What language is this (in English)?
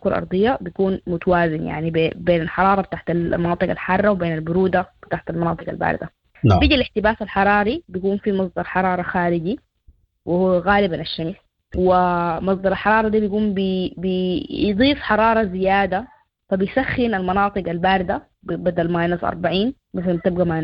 Sudanese Arabic